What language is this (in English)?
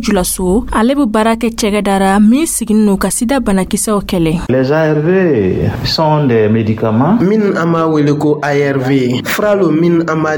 Dyula